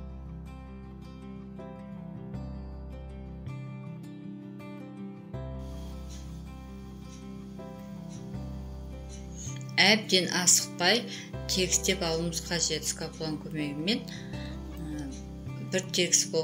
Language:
Kazakh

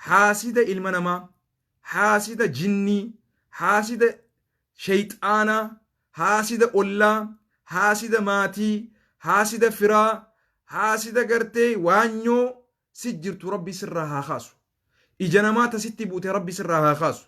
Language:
Oromo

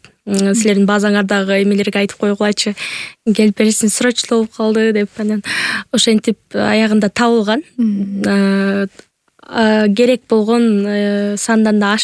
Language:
Kyrgyz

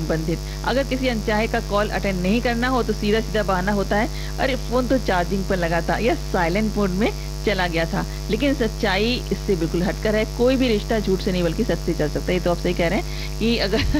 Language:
Hindi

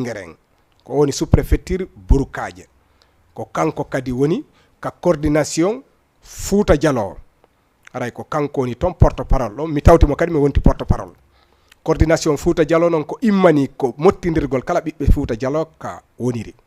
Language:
Fula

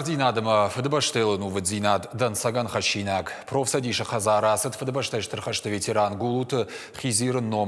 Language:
Ossetic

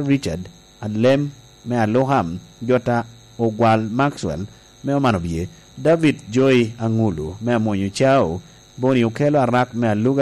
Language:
Lango (Uganda)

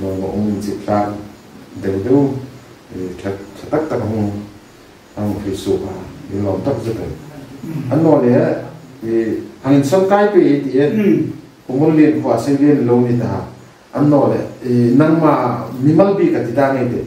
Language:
Hmar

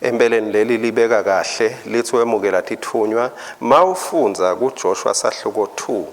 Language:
Swati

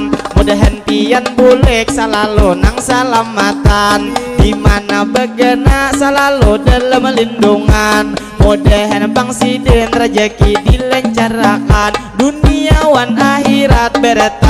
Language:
Banjar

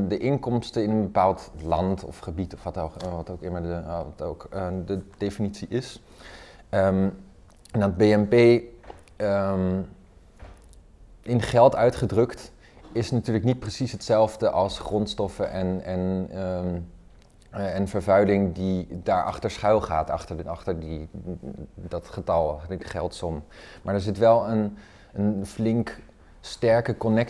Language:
Dutch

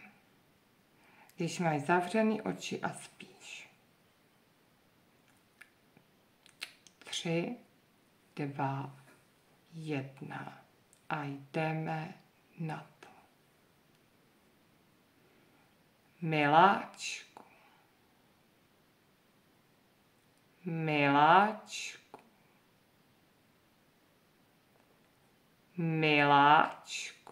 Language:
Czech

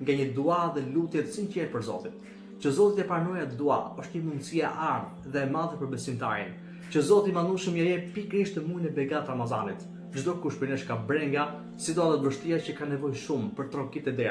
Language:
Albanian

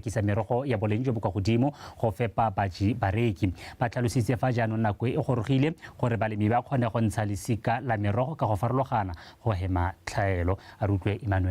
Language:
Tswana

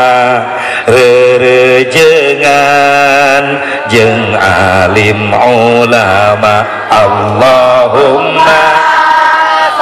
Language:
Sundanese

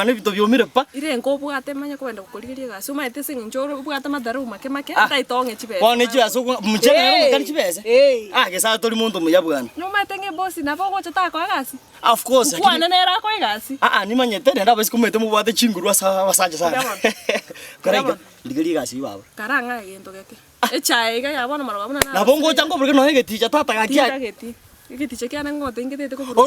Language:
Gusii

